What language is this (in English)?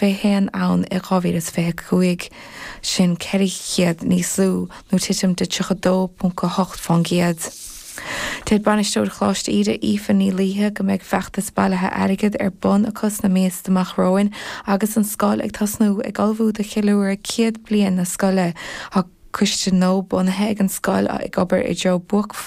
Irish